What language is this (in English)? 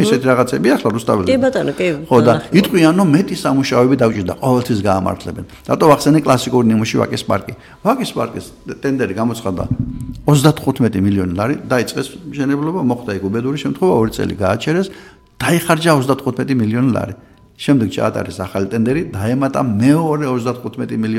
Georgian